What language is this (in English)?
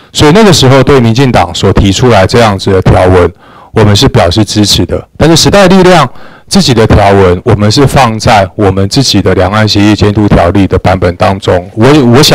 Chinese